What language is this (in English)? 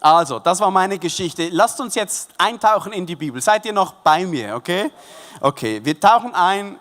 Swiss German